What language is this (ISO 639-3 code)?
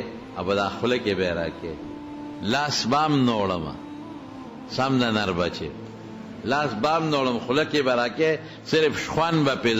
pus